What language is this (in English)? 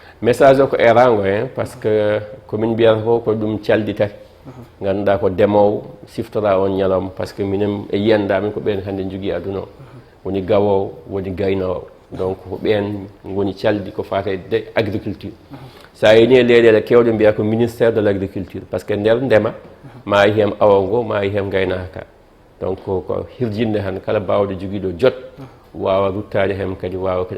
Fula